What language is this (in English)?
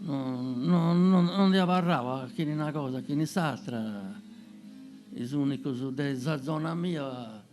Sardinian